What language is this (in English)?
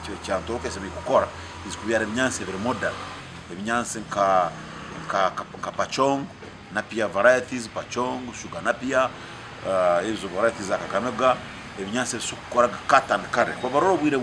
Nyankole